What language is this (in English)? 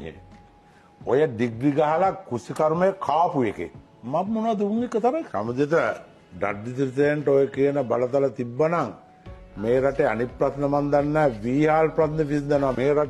Sinhala